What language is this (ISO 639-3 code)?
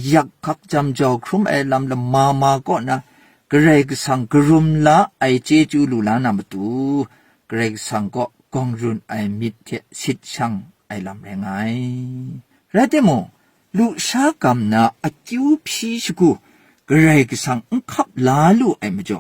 kac